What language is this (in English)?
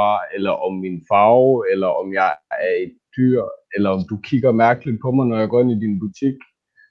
Danish